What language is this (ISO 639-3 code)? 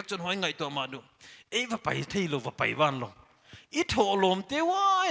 pck